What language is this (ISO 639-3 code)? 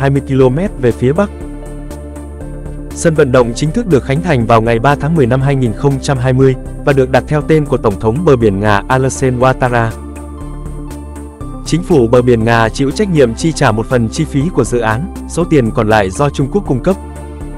vie